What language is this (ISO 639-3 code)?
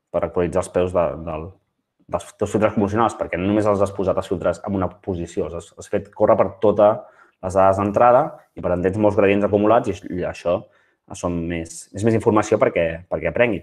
cat